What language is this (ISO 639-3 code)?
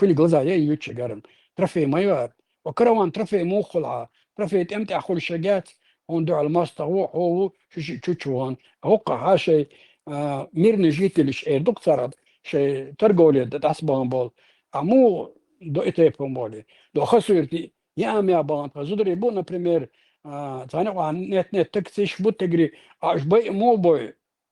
che